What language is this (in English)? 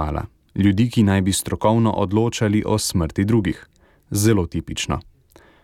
Slovenian